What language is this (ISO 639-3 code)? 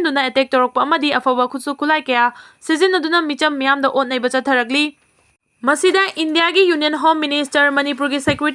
mni